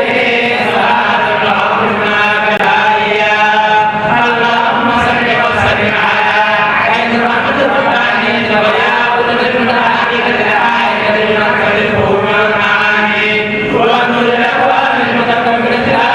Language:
Fula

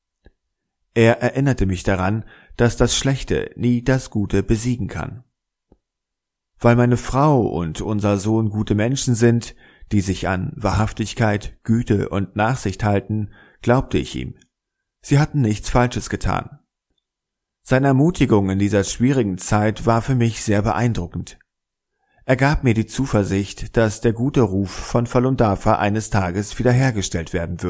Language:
German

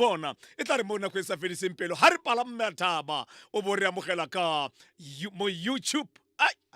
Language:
Tswana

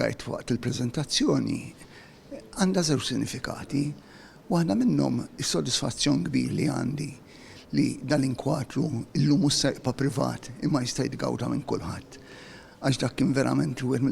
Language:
Maltese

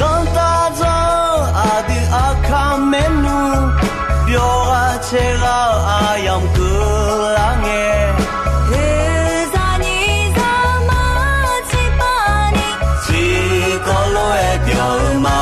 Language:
Akha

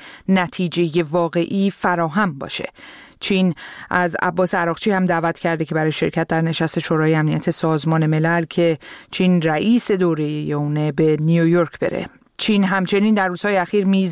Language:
Persian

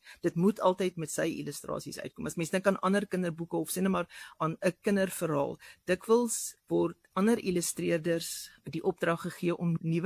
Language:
Afrikaans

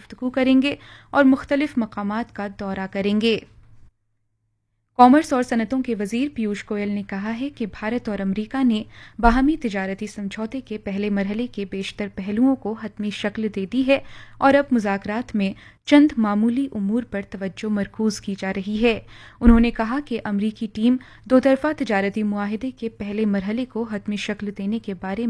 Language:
Urdu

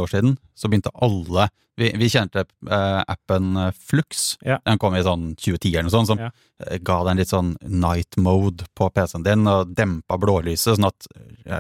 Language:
Norwegian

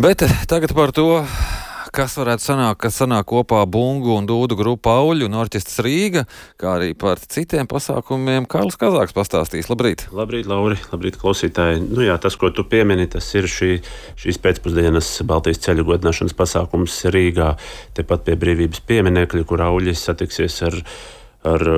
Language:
Latvian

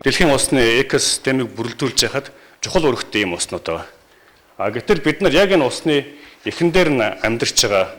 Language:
Mongolian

